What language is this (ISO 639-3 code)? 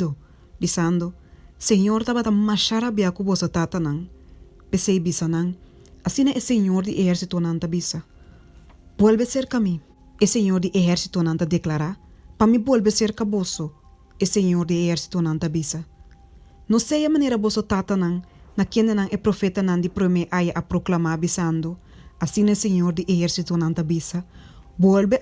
pap